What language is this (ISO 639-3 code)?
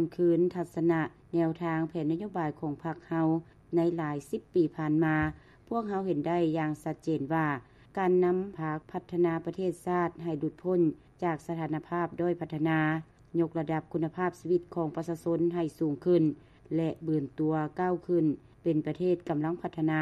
lao